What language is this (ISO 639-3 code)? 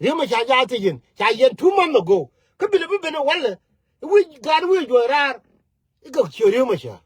nus